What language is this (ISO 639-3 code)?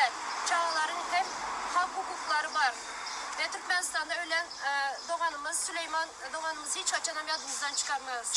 tuk